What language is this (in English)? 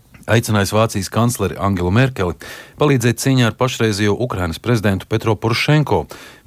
Latvian